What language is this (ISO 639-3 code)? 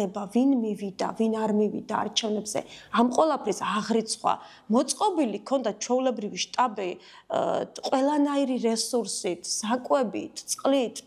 kat